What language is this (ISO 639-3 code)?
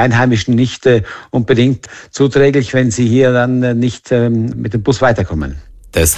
deu